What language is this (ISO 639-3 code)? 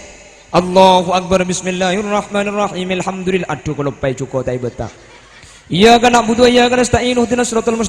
mad